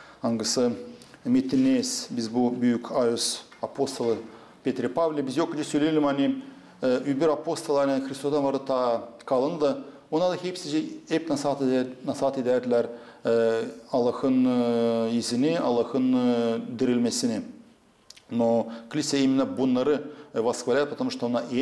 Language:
Gagauz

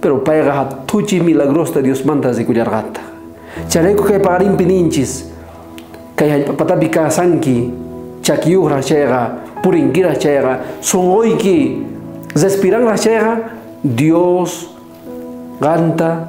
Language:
South Bolivian Quechua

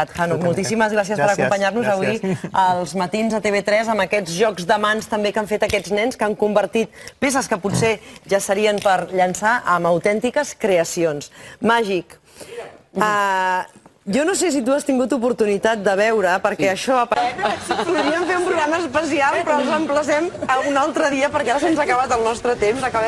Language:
Catalan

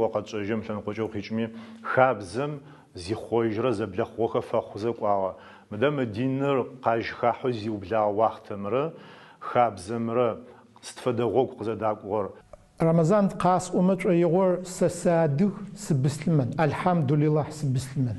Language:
Adyghe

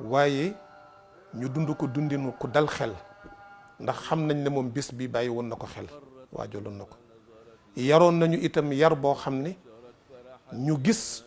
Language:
Wolof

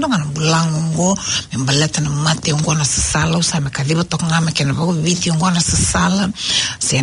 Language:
Fijian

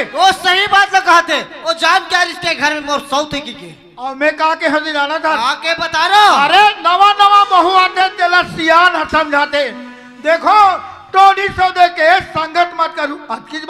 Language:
Chhattisgarhi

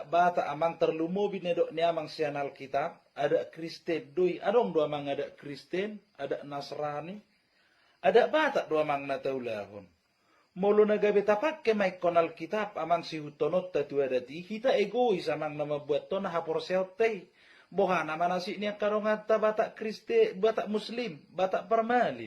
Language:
Batak Toba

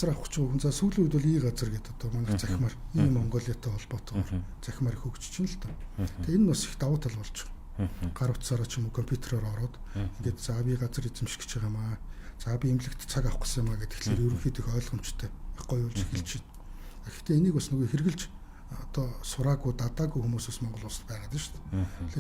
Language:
Mongolian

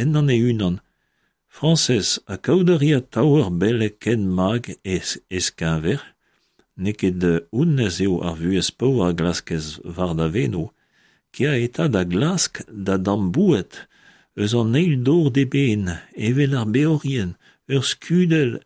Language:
Breton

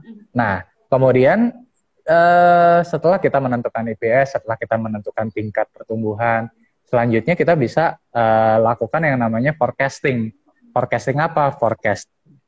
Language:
Indonesian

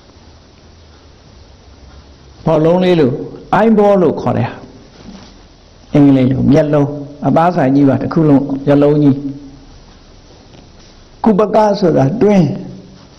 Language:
Burmese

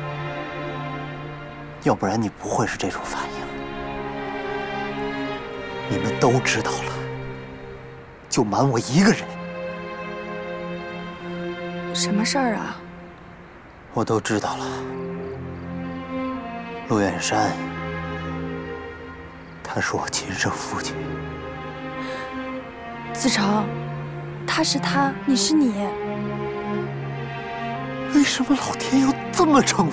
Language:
Chinese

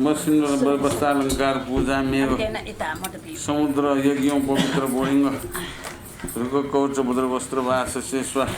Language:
Newari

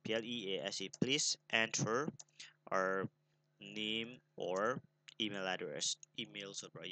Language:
Burmese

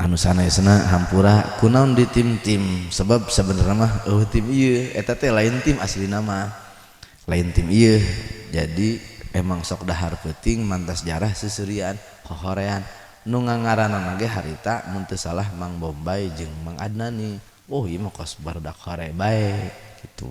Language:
Sundanese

